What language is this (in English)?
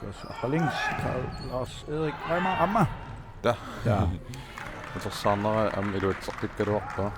Kalaallisut